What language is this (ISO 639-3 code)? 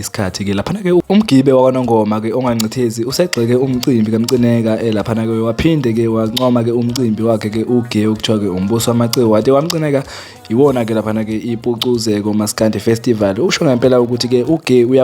zul